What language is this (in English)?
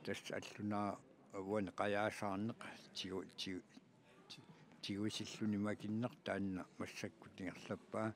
Kalaallisut